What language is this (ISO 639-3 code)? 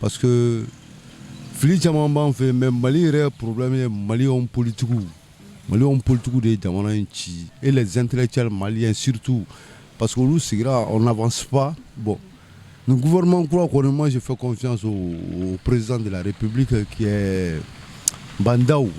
bam